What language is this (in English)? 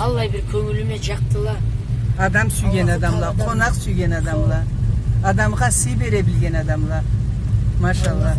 Karachay-Balkar